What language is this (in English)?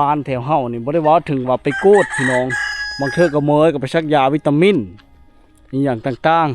Lao